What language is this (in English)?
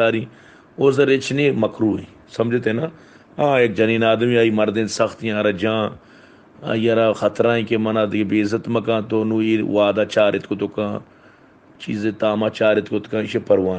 Baluchi